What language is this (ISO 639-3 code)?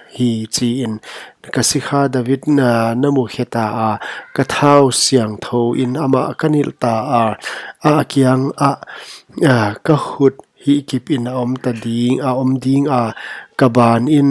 pck